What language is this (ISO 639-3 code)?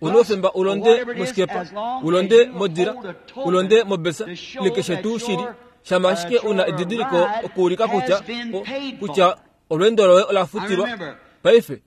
kua